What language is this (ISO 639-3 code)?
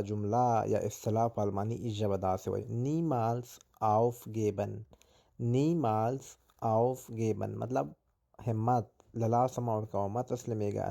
pus